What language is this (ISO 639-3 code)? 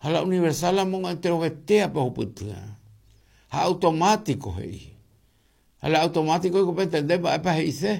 grn